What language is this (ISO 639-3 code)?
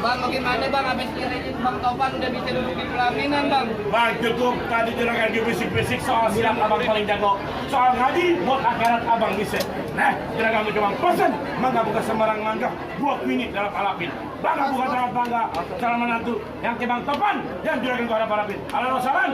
bew